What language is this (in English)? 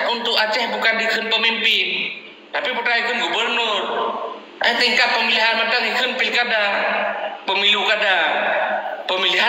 Achinese